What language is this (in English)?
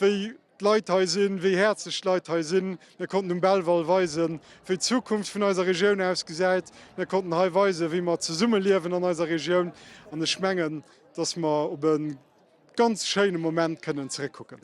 Luxembourgish